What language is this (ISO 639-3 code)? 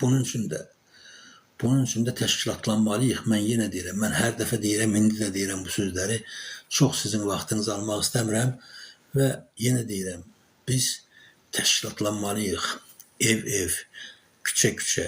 aze